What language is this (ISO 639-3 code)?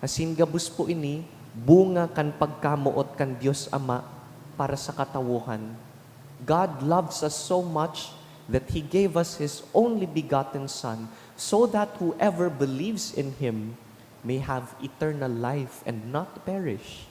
bik